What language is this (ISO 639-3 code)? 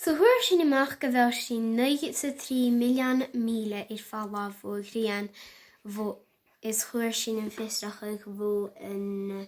gla